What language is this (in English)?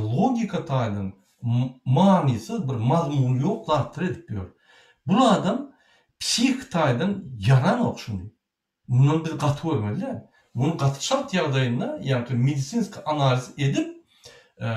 Turkmen